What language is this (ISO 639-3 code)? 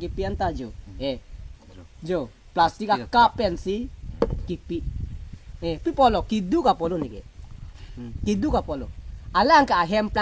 mjw